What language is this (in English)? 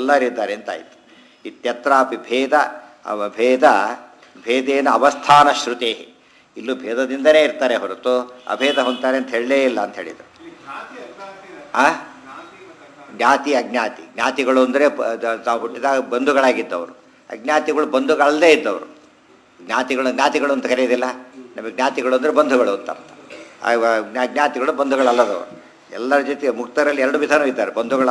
Kannada